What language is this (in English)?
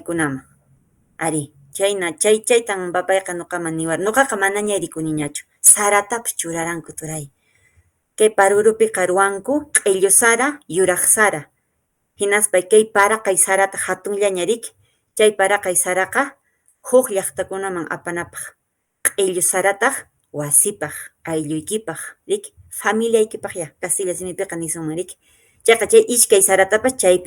Quechua